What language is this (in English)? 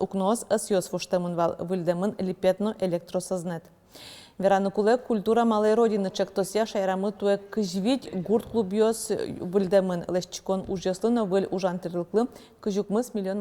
Udmurt